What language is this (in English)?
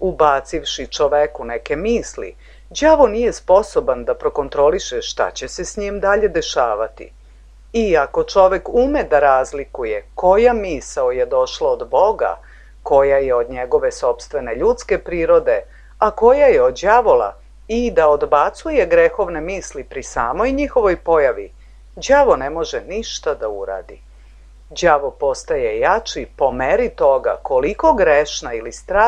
Serbian